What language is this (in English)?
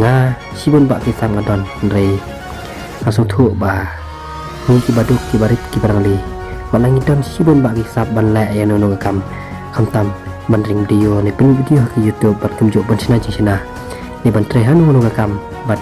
Khasi